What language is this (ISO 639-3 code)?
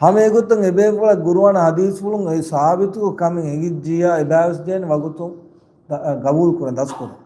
div